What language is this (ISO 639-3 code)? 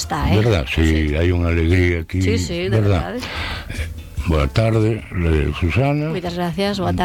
glg